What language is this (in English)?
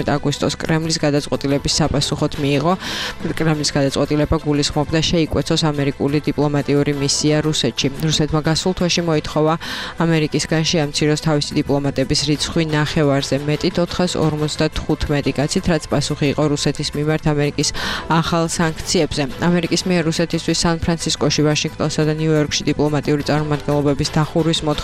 Georgian